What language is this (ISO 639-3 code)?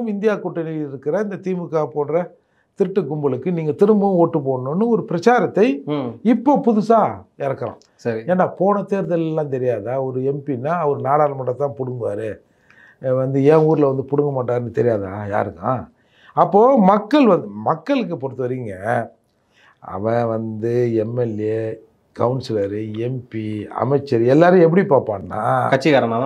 tam